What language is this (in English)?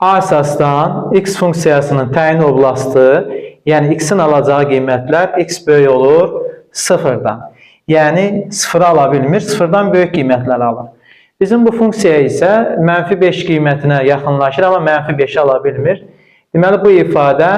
Azerbaijani